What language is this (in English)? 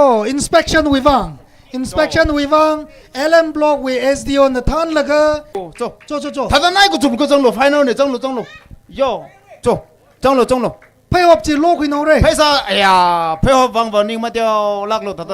Tangkhul Naga (India)